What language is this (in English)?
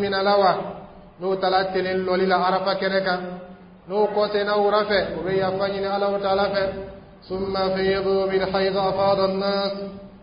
Dyula